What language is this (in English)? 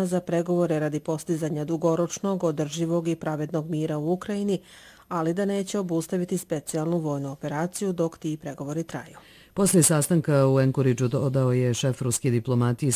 Bosnian